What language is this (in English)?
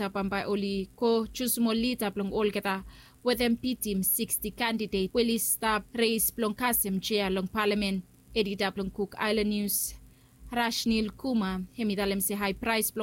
Bislama